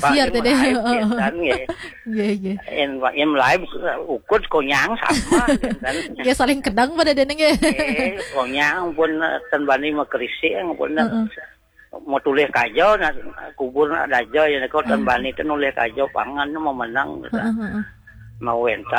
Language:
Balinese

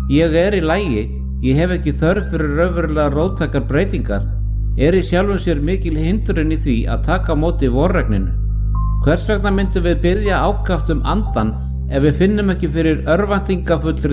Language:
Icelandic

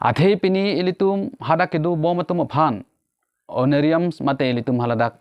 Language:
Karbi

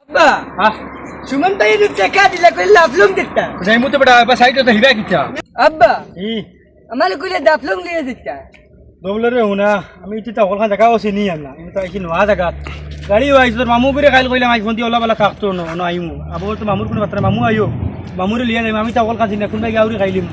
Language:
Sylheti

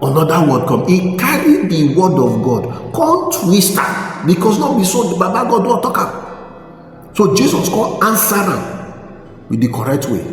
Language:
Nigerian Pidgin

